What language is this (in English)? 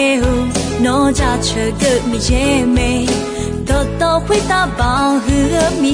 Akha